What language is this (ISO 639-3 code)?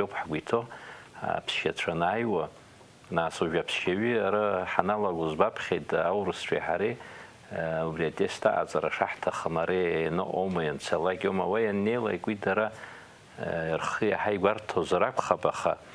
abk